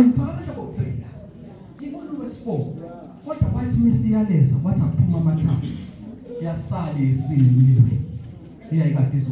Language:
Zulu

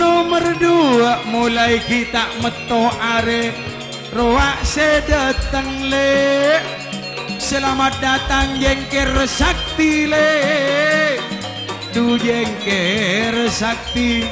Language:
Madurese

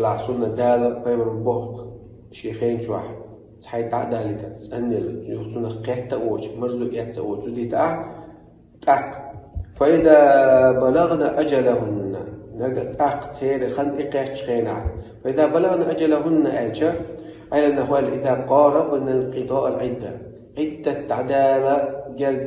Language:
Chechen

